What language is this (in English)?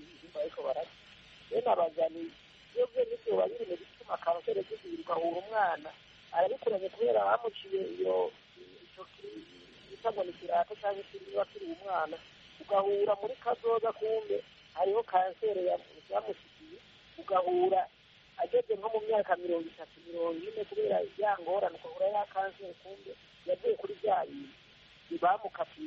Kinyarwanda